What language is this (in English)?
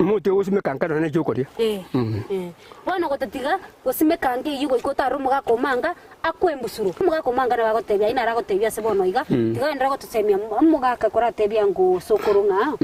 Gusii